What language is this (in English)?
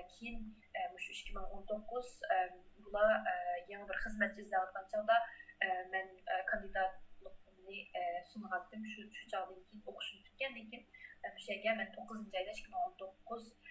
Uyghur